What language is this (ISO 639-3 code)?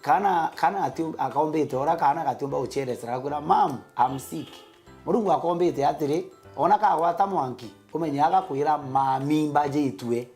mer